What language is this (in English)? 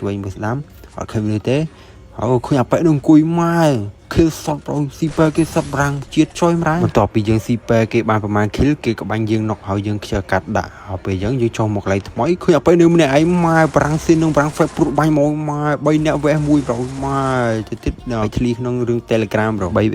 Khmer